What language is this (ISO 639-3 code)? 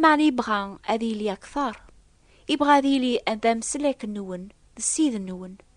kab